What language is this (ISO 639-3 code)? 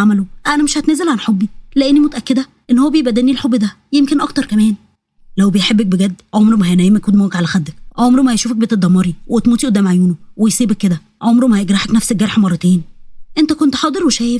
arz